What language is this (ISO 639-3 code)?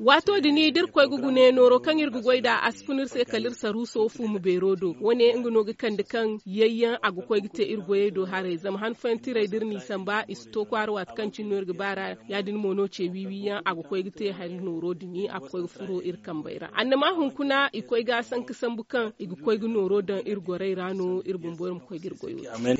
dje